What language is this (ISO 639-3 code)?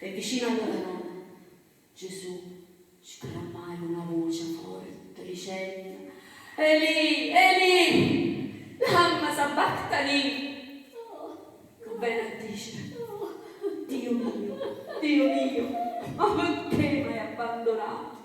nap